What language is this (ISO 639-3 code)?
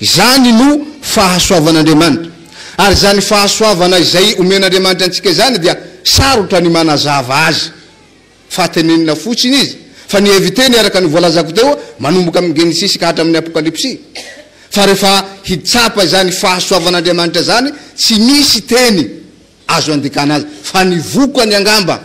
mlg